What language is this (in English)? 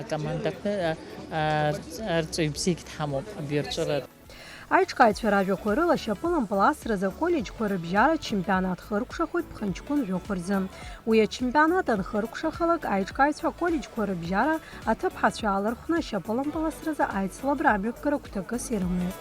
Abkhazian